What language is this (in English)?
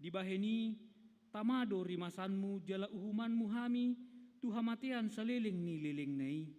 Batak Toba